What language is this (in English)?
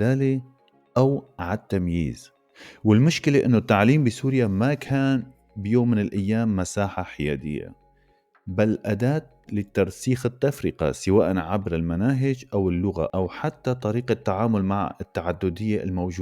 North Levantine Arabic